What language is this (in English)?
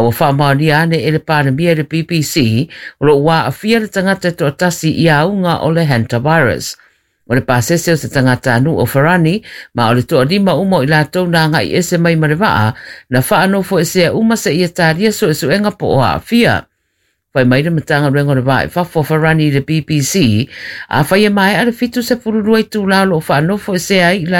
Samoan